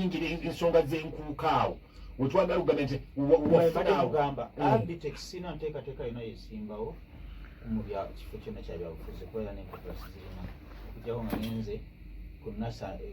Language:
Ganda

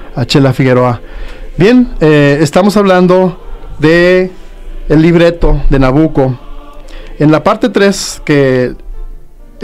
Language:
Spanish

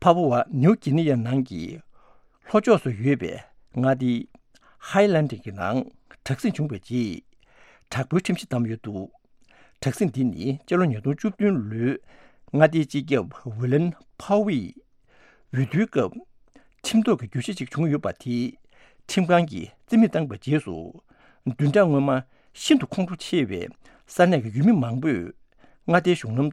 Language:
Tibetan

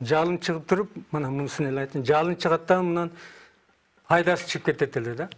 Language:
Kyrgyz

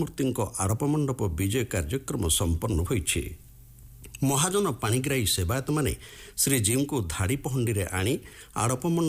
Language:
Odia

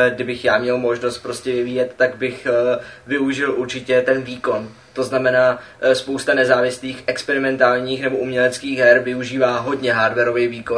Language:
Czech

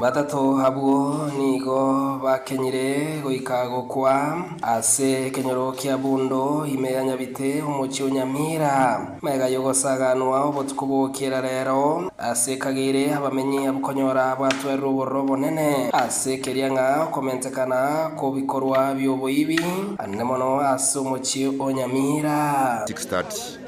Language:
Gusii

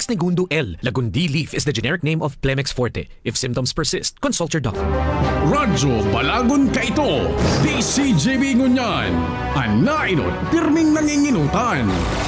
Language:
Bikol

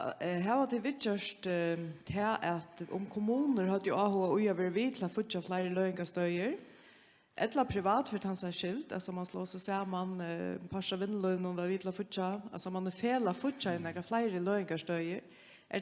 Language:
Faroese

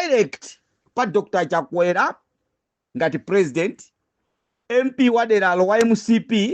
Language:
Nyanja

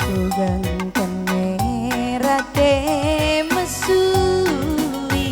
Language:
Batak Karo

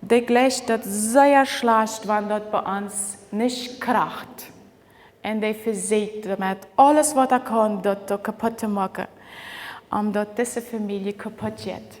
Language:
Plautdietsch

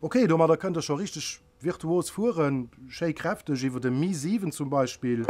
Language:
Luxembourgish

